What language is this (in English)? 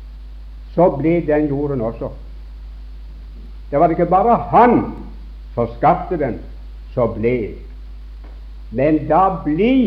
Norwegian